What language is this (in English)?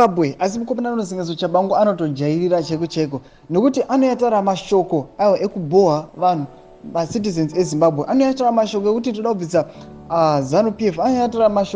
Shona